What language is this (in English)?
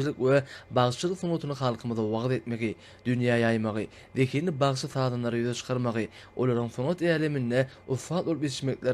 Turkmen